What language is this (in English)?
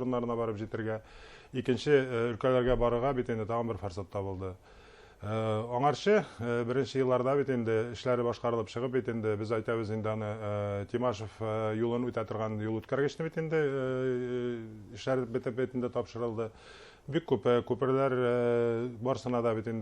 Bashkir